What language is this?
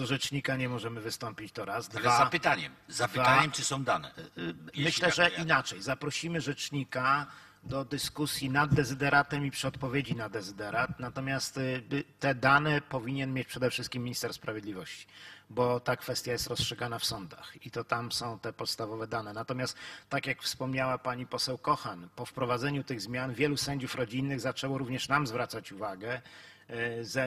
Polish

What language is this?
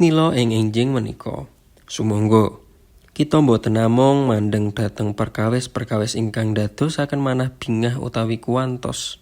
Javanese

